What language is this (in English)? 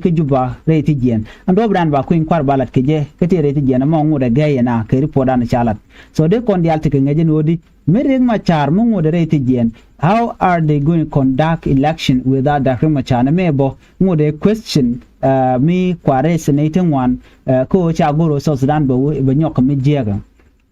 Nuer